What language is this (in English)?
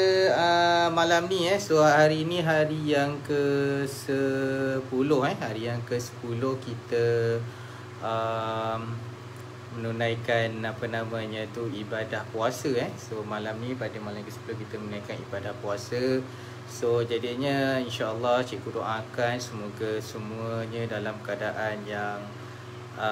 Malay